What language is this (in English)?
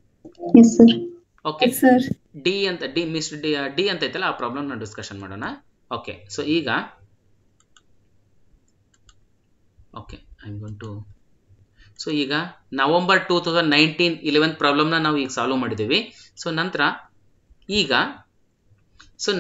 Kannada